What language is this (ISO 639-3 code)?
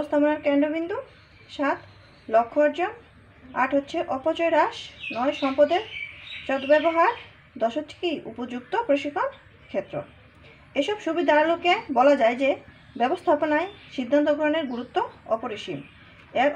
ben